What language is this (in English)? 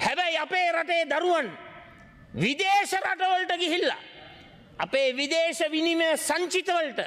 Sinhala